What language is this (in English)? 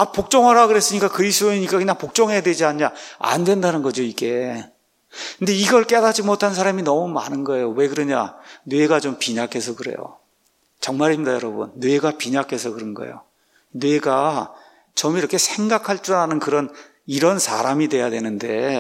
Korean